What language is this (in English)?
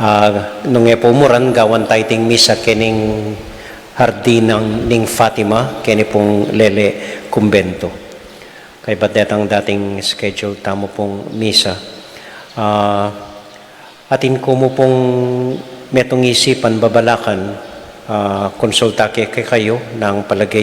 Pampanga